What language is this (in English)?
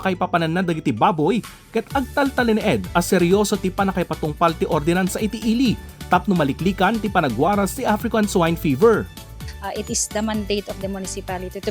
Iloko